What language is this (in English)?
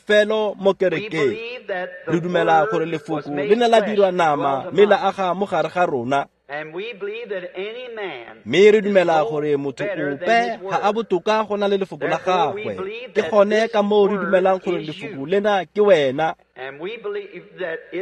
Tswana